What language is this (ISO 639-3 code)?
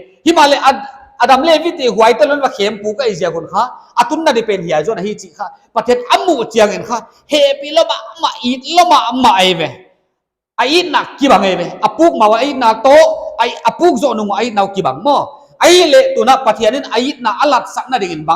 pck